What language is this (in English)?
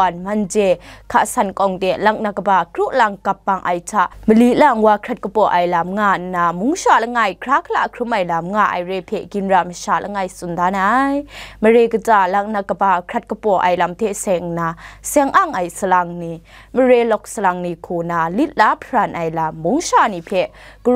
Kachin